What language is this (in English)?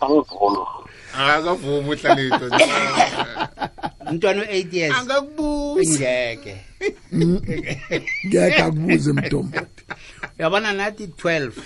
South Ndebele